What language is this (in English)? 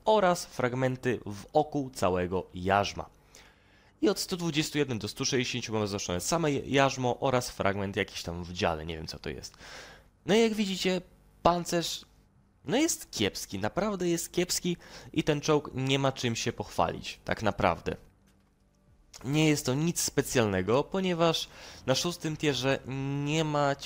Polish